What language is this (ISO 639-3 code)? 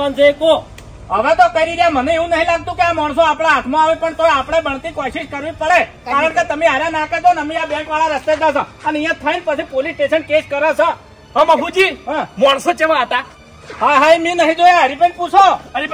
guj